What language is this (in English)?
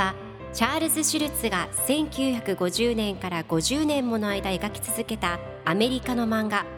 Japanese